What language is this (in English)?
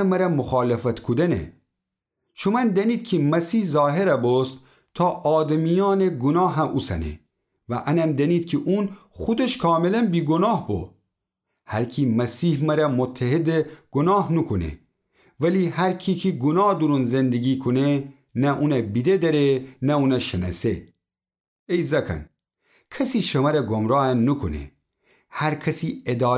Gilaki